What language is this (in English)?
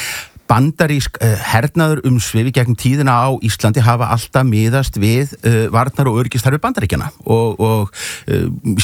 Icelandic